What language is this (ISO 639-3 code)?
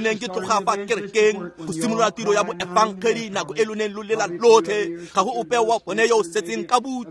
tsn